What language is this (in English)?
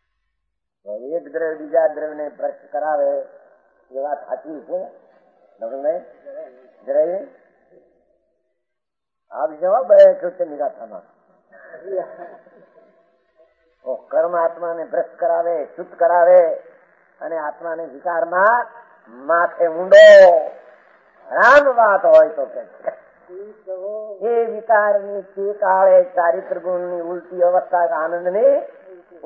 Gujarati